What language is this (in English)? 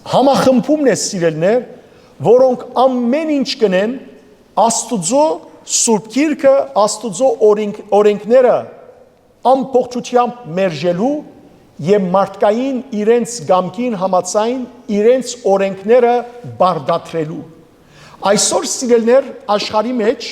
Western Armenian